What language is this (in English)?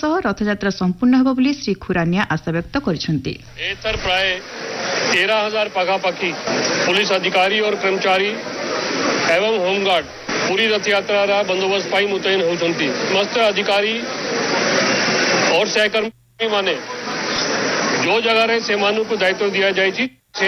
Odia